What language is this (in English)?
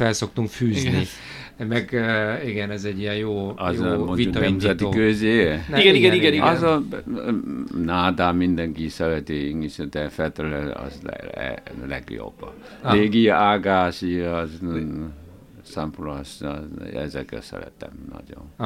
Hungarian